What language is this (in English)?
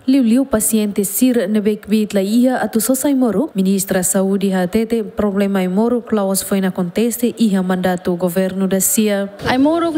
Tetum